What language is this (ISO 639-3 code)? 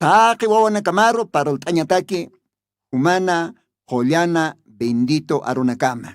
aym